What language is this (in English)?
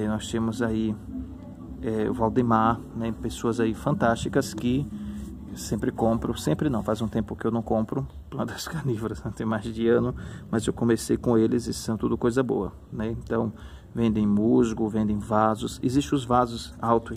Portuguese